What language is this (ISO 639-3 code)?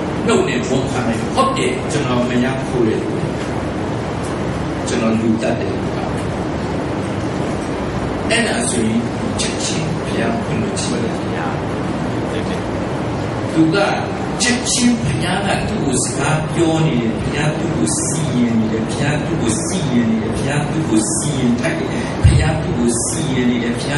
mya